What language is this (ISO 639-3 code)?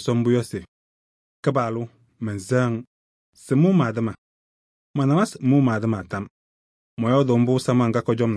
kbp